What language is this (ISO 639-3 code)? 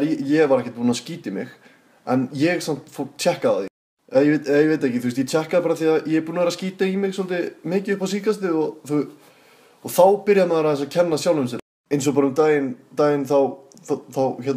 isl